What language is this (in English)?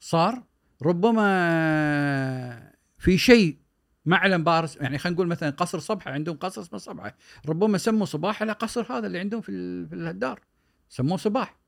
Gulf Arabic